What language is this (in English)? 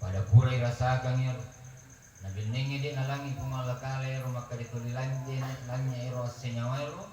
Buginese